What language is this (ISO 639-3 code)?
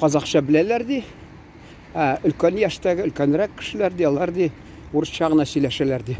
tat